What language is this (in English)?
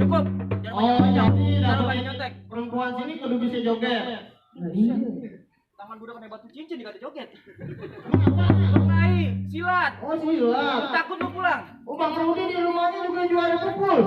Betawi